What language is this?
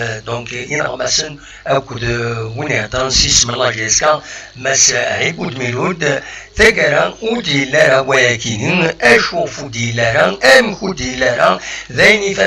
Kabyle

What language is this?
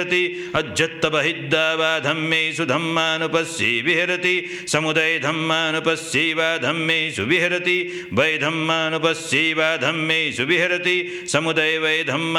Pali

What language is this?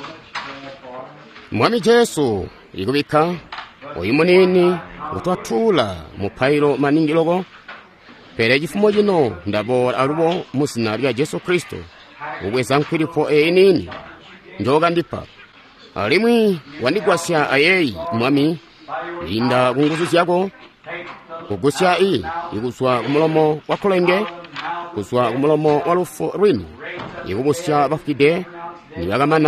Tonga (Zambia)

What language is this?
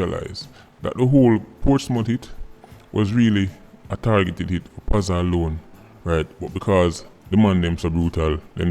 Jamaican Creole English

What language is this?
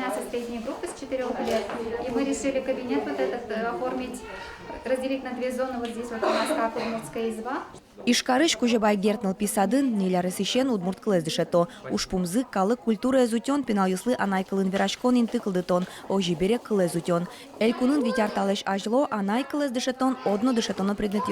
Udmurt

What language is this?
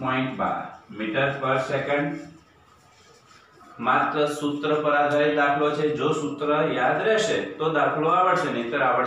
Gujarati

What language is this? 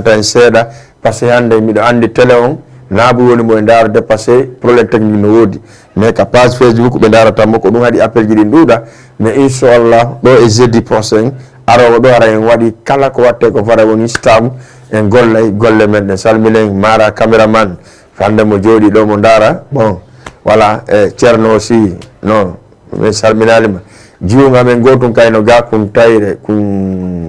Fula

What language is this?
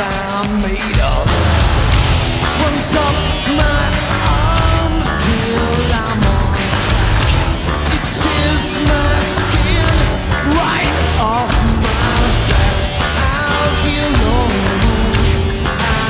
English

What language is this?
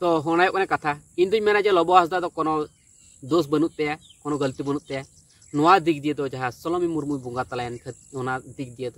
Santali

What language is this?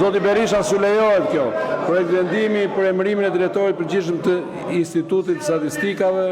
Albanian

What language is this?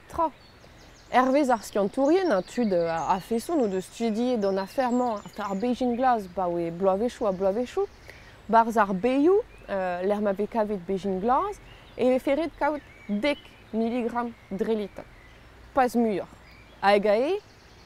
Breton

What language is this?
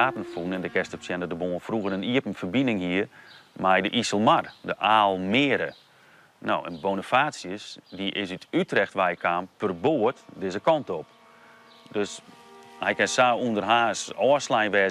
Western Frisian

